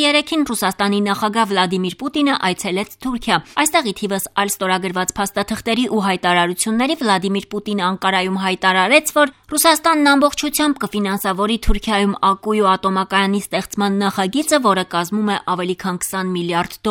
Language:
Armenian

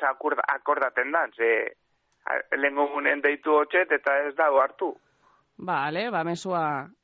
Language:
Basque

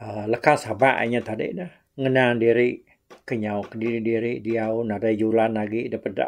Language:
Iban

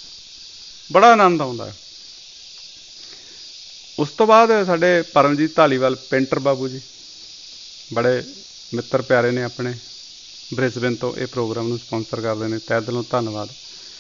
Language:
Punjabi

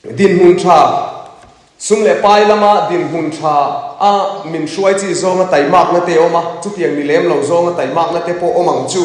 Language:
Mizo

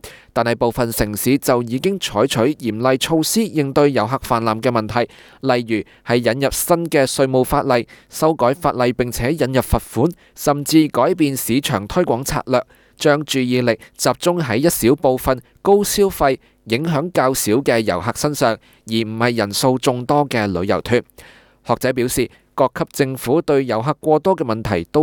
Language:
Cantonese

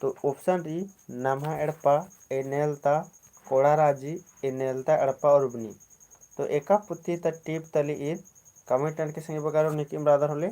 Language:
Kurukh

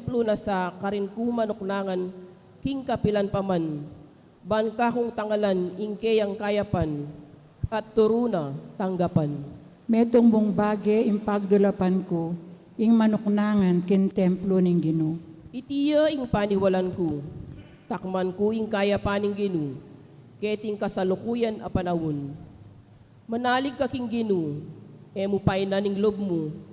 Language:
Pampanga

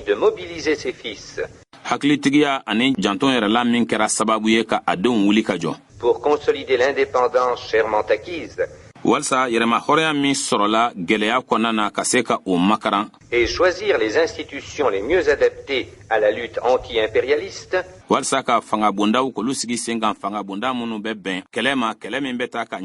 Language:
Bambara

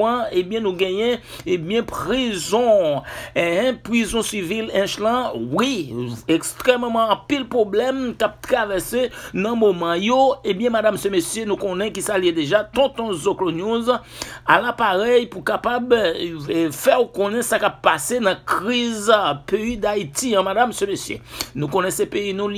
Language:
Haitian Creole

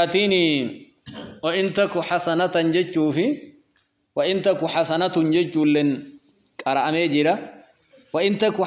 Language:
Oromo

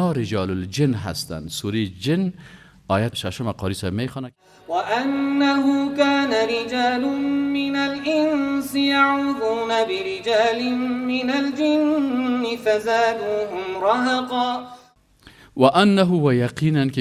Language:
Persian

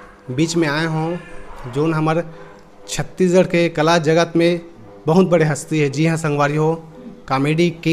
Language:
Chhattisgarhi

